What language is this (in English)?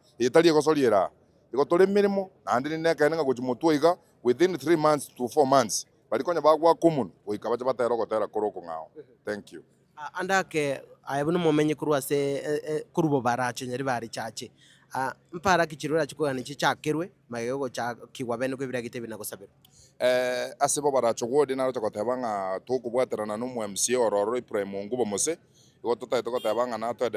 Gusii